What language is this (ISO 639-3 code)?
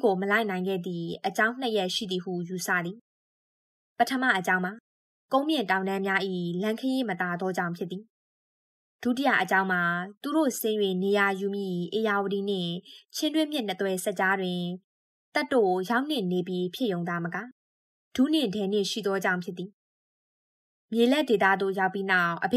mya